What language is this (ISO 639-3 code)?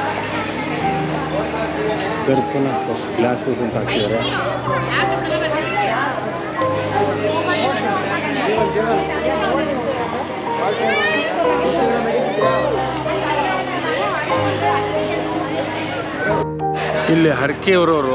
kan